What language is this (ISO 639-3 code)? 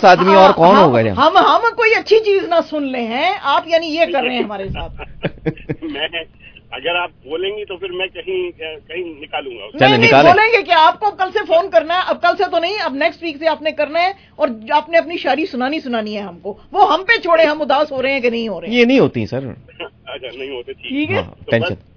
urd